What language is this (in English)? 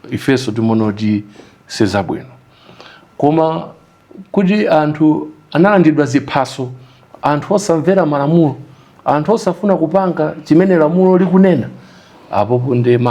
Nyanja